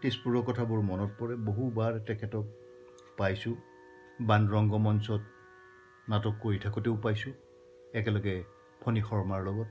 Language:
Assamese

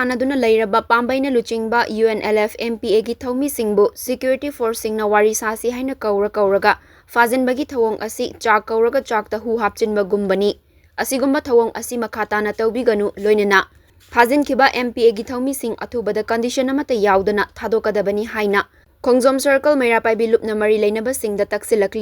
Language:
Manipuri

